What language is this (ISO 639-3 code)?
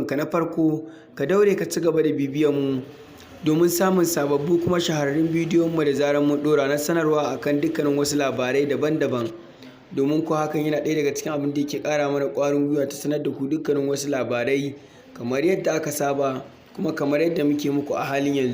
hau